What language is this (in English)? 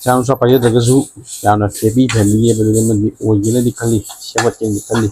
Manipuri